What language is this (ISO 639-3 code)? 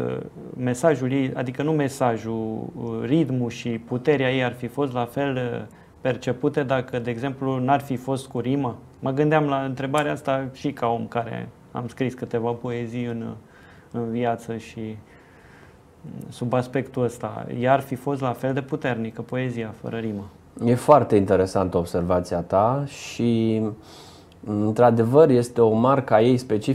ron